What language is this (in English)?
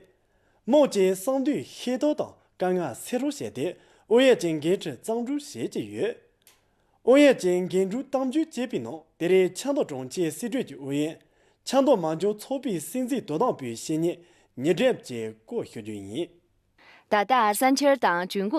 Khams Tibetan